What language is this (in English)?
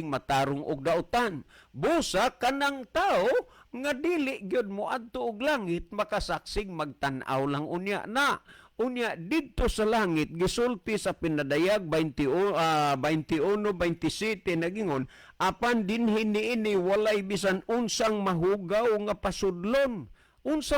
Cebuano